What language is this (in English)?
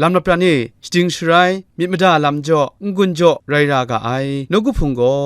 Kachin